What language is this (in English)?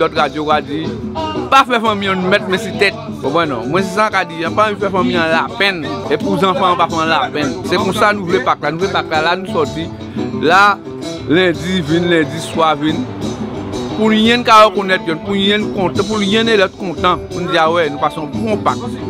Guadeloupean Creole French